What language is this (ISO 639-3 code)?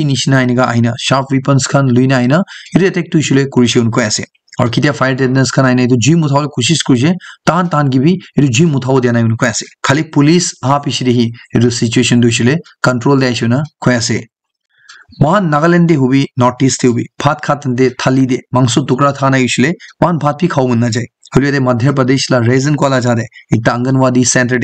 nag